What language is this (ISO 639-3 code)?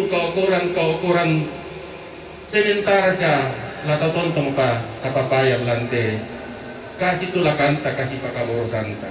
sda